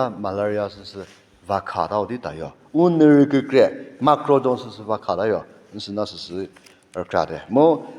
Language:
Chokri Naga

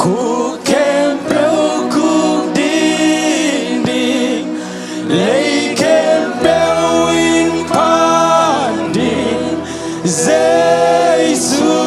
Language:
Tedim Chin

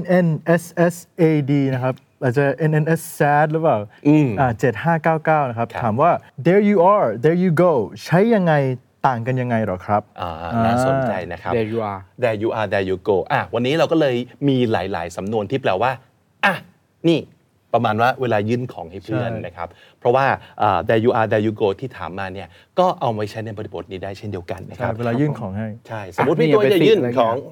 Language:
Thai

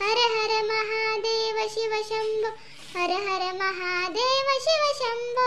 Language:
Khandesi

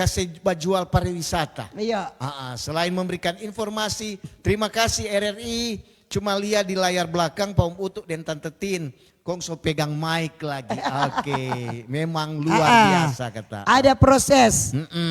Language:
Manado Malay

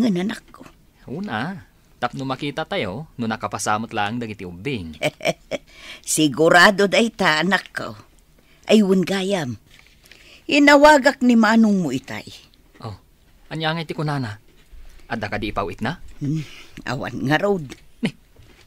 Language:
Iloko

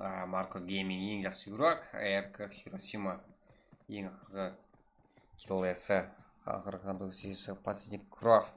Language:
Kara-Kalpak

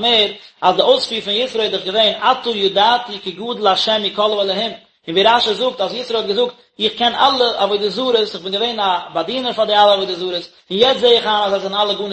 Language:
Yiddish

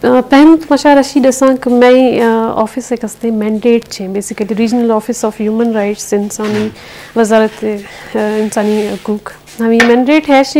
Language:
Eastern Balochi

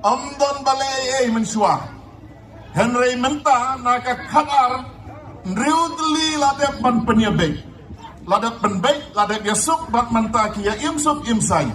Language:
Khasi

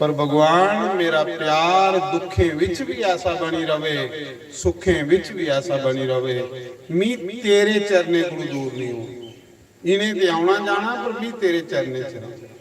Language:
Dogri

